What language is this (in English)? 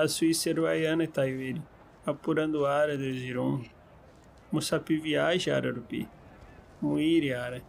Nheengatu